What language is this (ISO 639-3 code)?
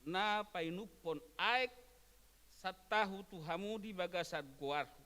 bbc